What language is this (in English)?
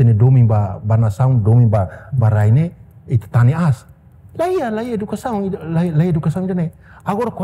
Tetum